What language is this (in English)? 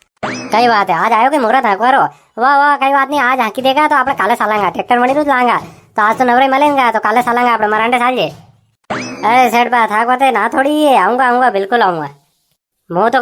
Rajasthani